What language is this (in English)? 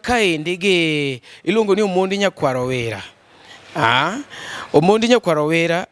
Luo (Kenya and Tanzania)